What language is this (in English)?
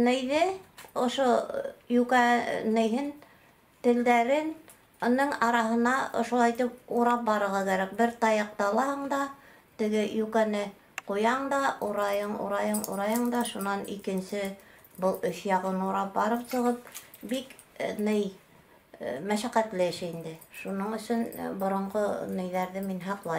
Bashkir